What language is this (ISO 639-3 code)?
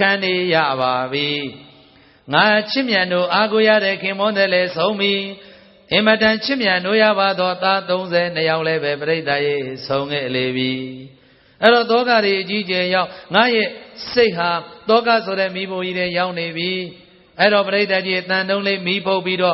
mya